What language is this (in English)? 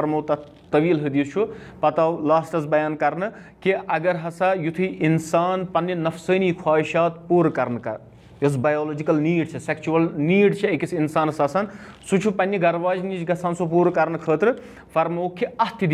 Kashmiri